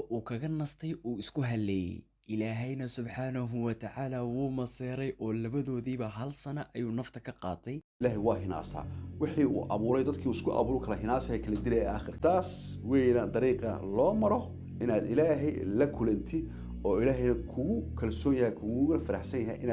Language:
Somali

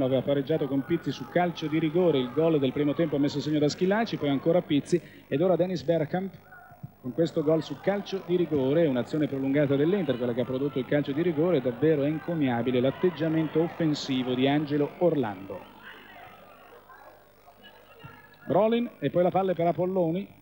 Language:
Italian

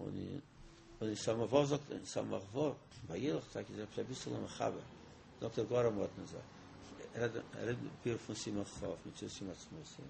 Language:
Yiddish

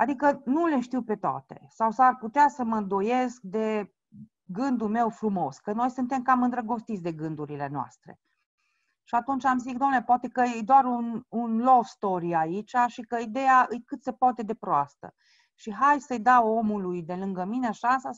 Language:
Romanian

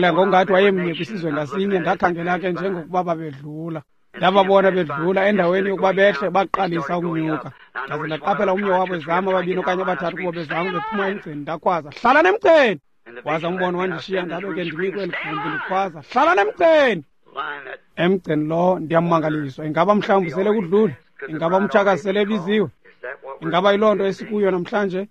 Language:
Xhosa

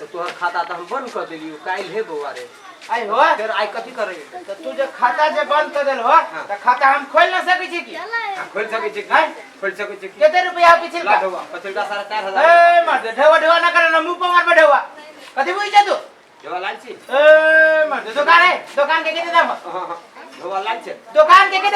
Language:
Maithili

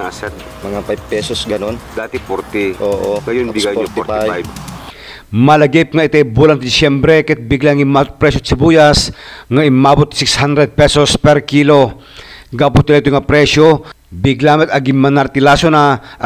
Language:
Iloko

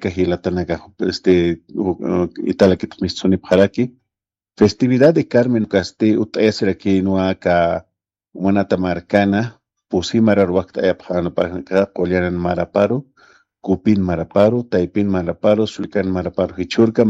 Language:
Aymara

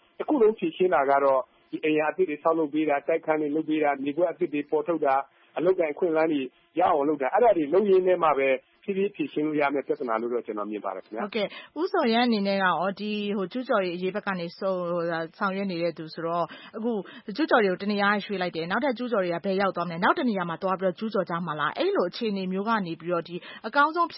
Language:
Burmese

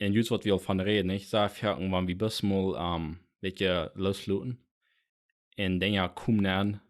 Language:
Plautdietsch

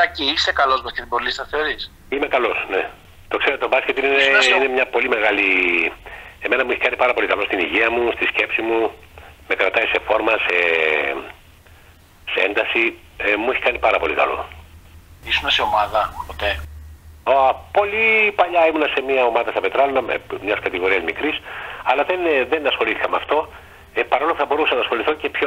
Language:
Greek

